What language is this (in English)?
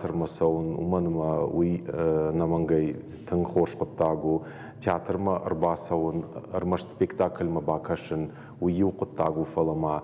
Ossetic